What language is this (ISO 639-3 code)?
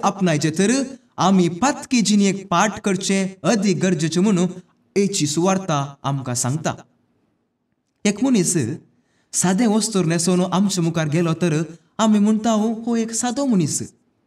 kok